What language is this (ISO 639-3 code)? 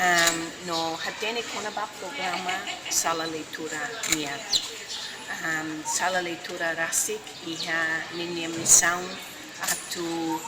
tet